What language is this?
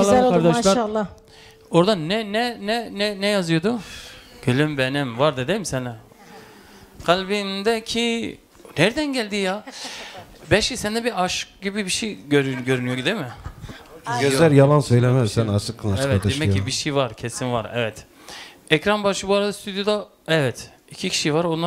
Turkish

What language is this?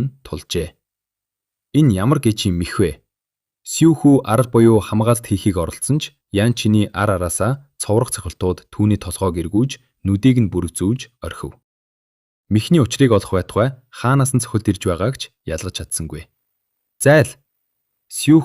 Mongolian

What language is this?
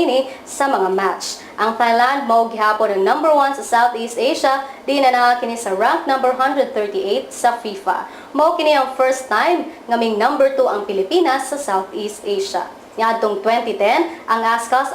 Cebuano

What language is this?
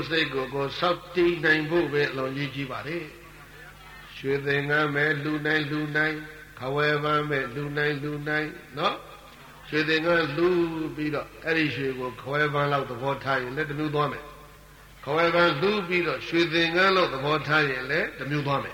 Burmese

